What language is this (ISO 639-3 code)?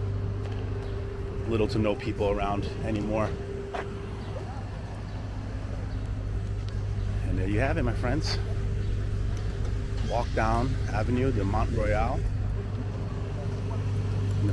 eng